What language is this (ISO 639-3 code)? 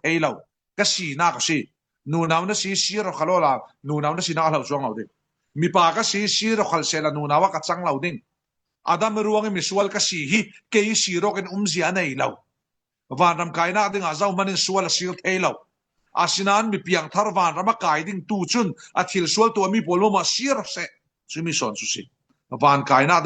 cfm